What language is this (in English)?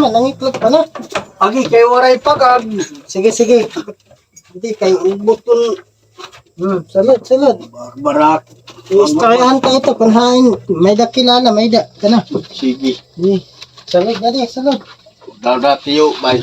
Waray